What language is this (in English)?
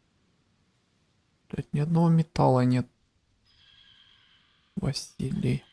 Russian